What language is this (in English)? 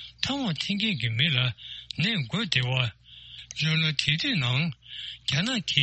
Tibetan